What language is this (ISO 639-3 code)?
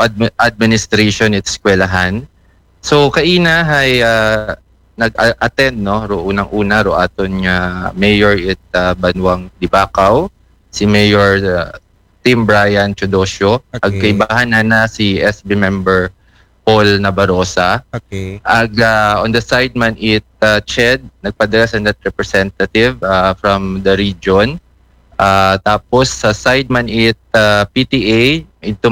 akl